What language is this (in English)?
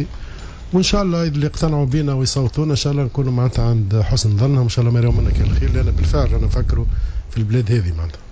Tunisian Arabic